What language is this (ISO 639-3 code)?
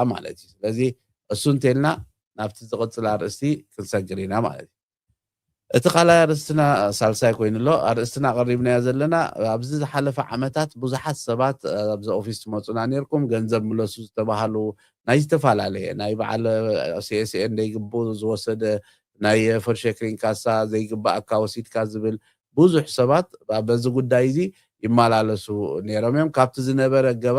tir